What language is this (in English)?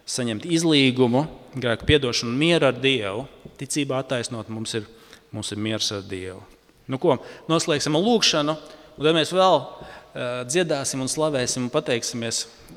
Latvian